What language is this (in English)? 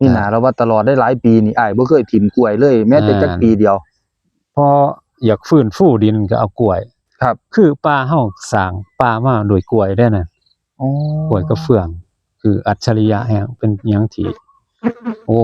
Northeastern Thai